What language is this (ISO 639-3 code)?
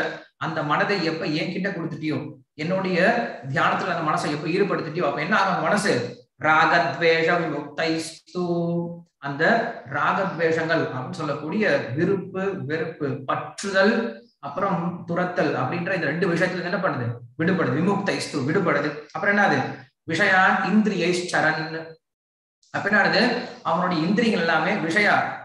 tam